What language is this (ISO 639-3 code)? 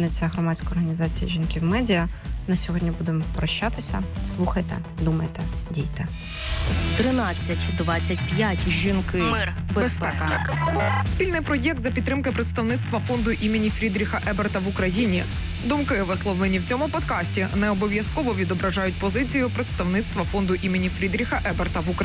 ukr